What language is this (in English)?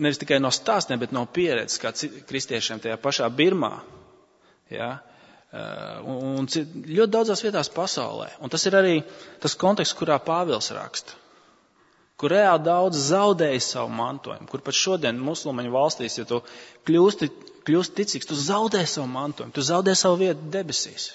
Latvian